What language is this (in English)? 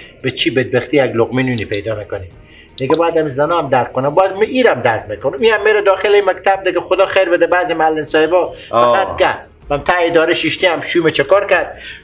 Persian